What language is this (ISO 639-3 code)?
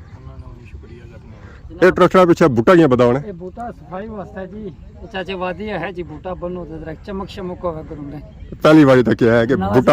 phr